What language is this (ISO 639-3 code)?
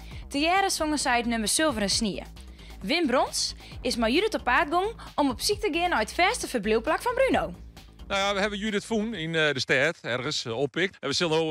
fry